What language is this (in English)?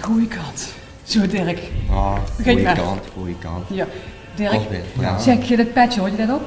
Limburgish